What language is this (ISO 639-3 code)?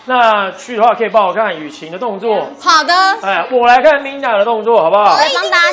zho